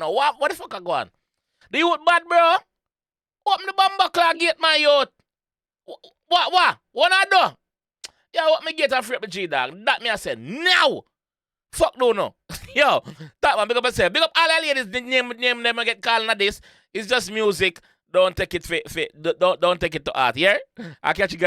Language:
Jamaican Creole English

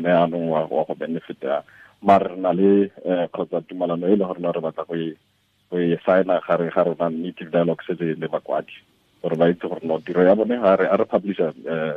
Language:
Tswana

